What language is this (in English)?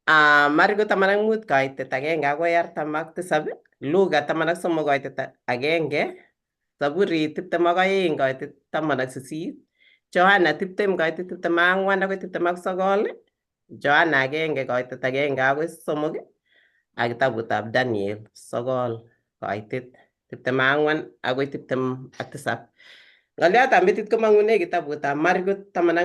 Kalenjin